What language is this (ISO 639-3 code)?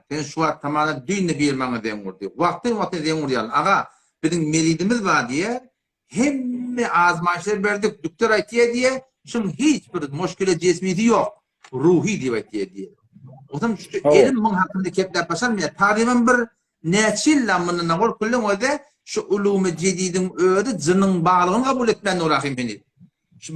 tuk